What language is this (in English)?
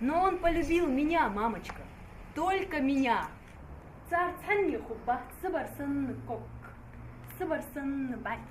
Ingush